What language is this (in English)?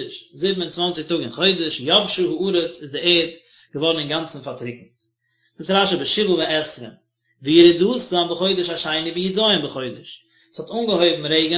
Yiddish